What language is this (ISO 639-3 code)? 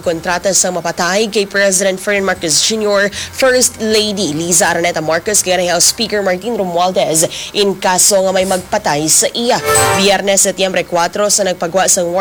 hil